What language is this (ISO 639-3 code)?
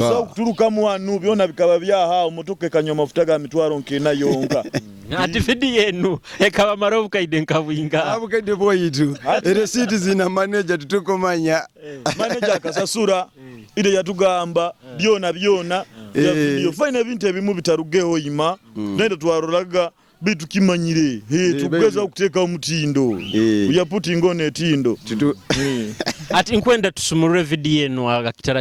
nyo